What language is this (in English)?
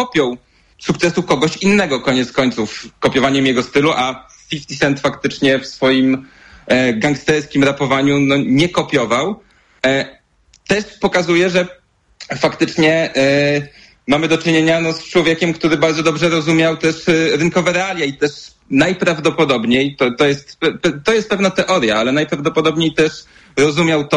Polish